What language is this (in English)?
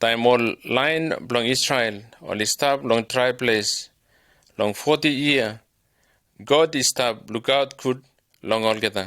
Bislama